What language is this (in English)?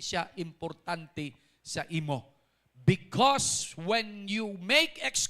Hiligaynon